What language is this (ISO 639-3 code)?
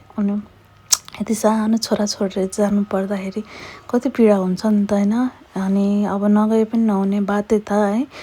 nep